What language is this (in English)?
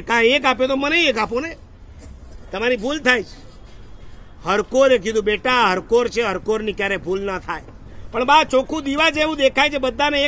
Gujarati